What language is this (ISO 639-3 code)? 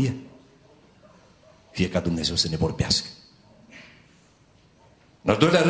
ron